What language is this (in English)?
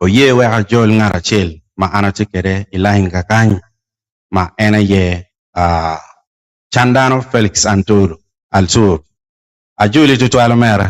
Acoli